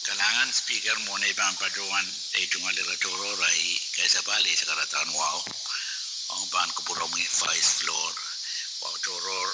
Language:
Pohnpeian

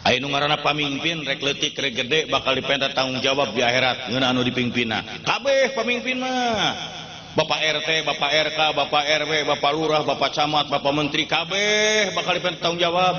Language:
Sundanese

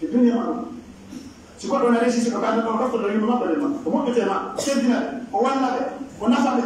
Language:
Pular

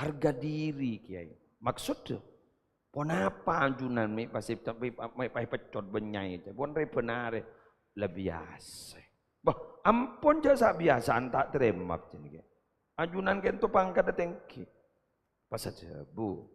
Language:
Madurese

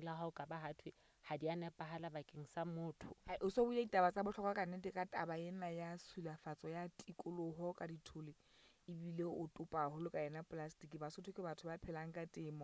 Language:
Southern Sotho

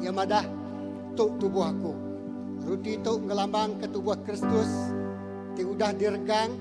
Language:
Iban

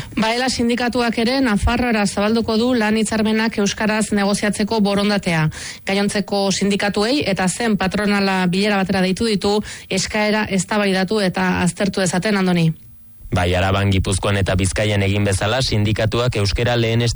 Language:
Basque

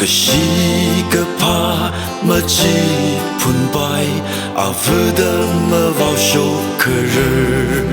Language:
Tangkhul Naga (India)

